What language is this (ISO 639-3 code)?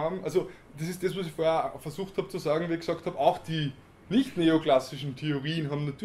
deu